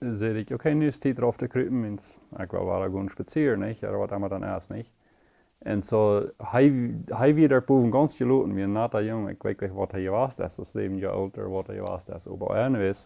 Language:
Plautdietsch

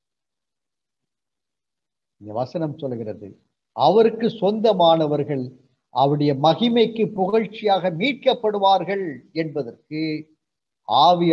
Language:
Tamil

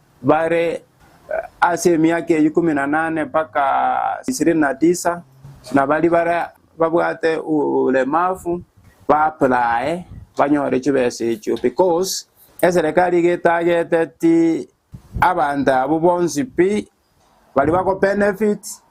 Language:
Gusii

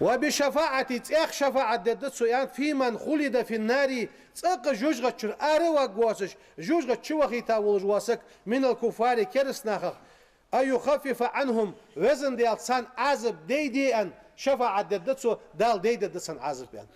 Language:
Ingush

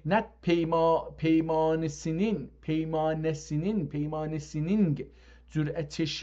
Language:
South Azerbaijani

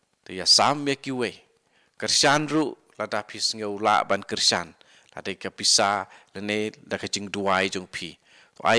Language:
Khasi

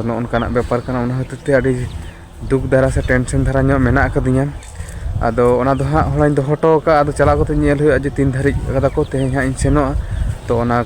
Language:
Santali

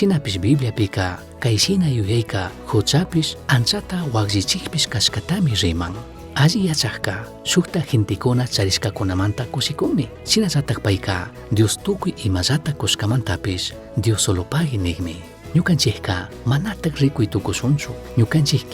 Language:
Chimborazo Highland Quichua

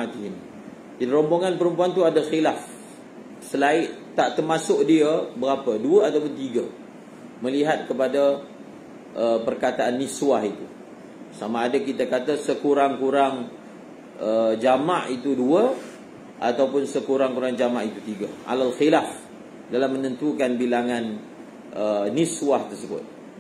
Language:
Malay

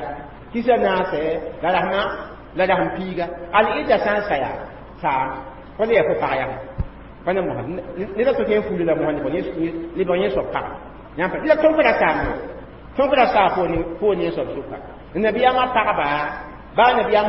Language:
Mossi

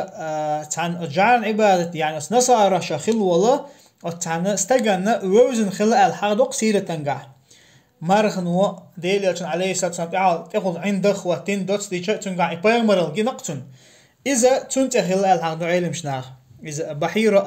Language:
Chechen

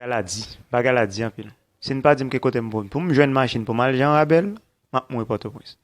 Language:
Haitian Creole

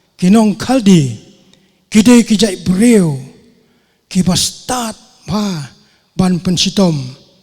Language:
Khasi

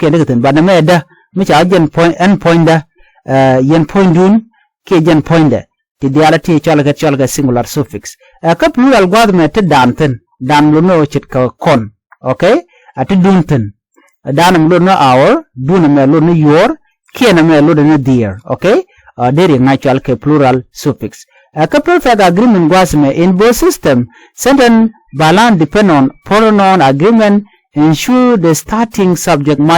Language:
Nuer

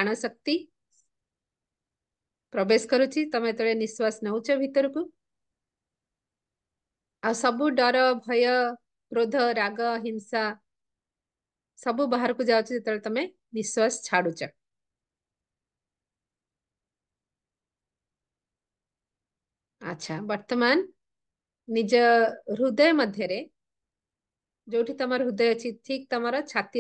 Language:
Odia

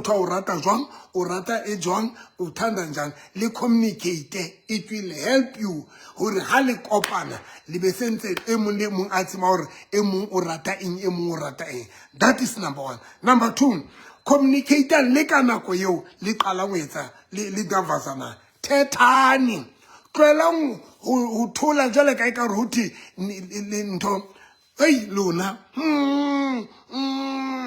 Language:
Southern Sotho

